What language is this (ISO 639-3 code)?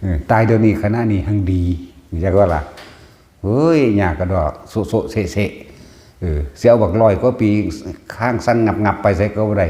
tts